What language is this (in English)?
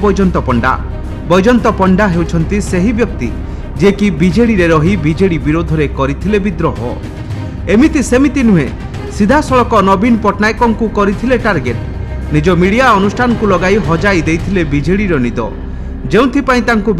Odia